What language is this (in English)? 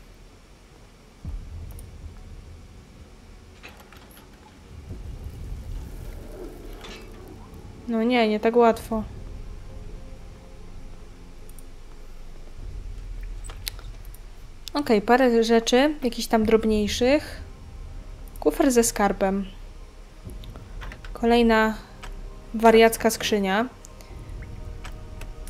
Polish